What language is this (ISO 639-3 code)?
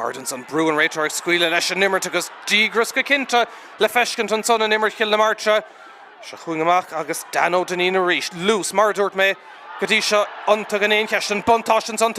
gle